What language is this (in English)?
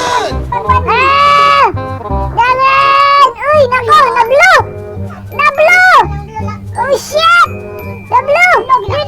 Cebuano